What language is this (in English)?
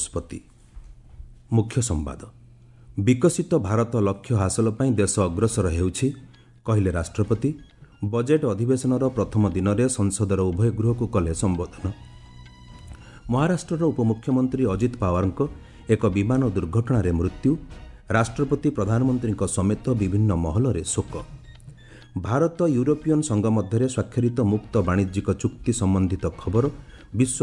Odia